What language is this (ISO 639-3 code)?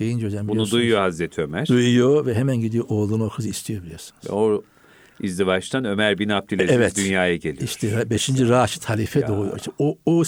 tur